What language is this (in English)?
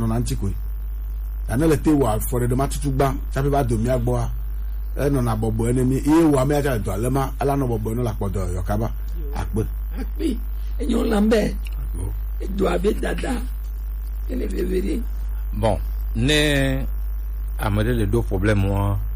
Gen